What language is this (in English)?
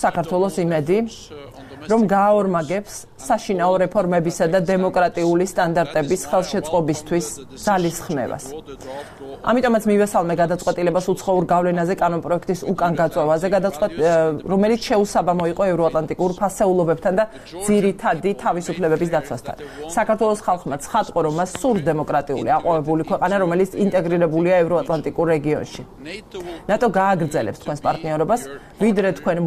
Georgian